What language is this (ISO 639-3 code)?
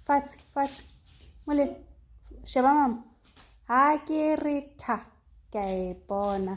tsn